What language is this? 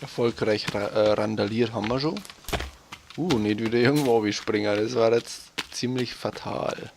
Bavarian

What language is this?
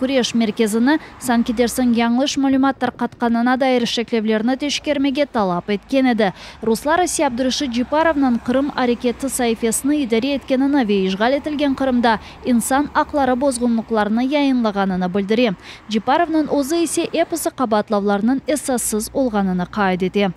Crimean Tatar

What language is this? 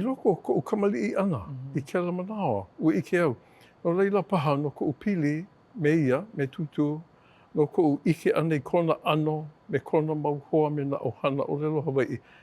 Hawaiian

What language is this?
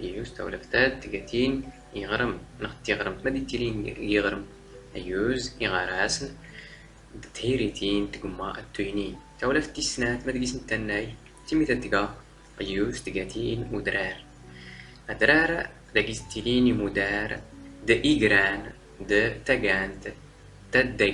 Standard Moroccan Tamazight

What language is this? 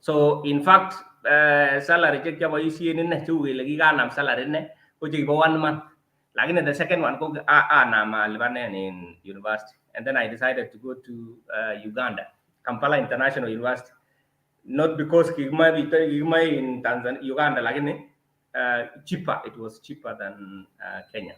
Kalenjin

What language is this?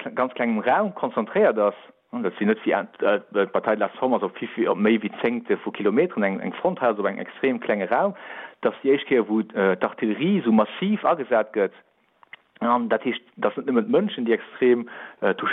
Luxembourgish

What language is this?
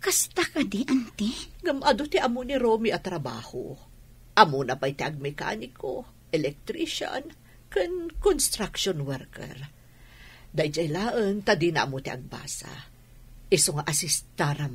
Iloko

